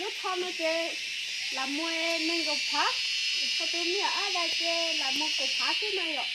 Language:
Hmong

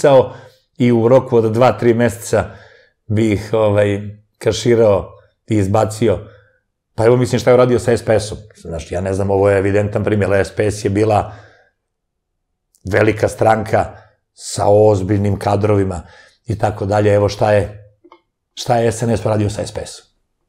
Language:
Serbian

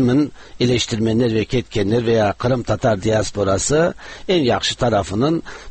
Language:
Tatar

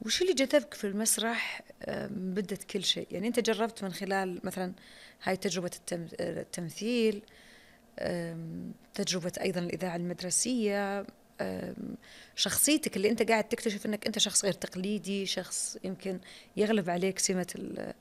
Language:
Najdi Arabic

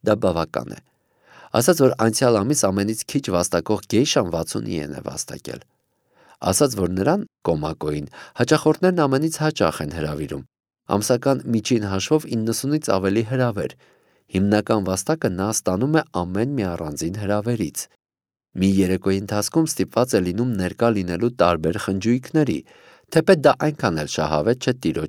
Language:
Armenian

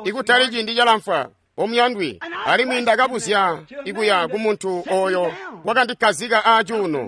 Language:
Tonga (Zambia)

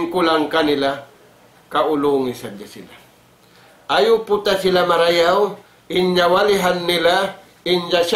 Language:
Tausug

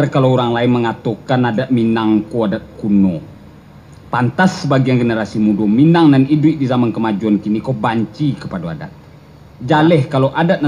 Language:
Minangkabau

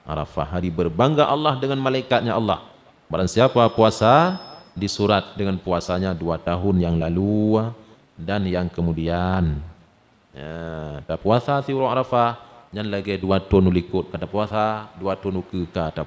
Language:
Achinese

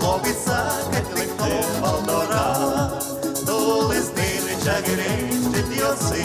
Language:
Udmurt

